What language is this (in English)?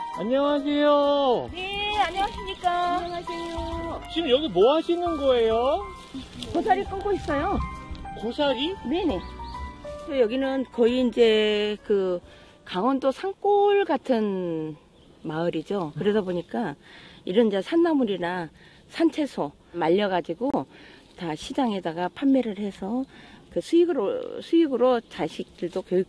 Korean